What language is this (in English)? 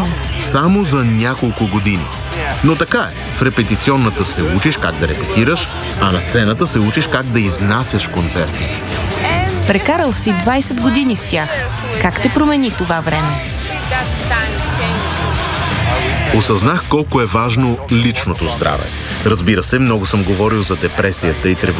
Bulgarian